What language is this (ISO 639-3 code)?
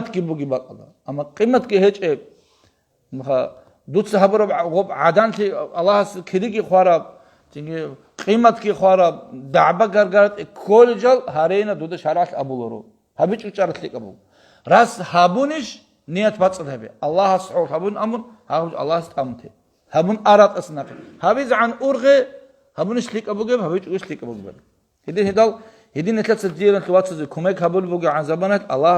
ava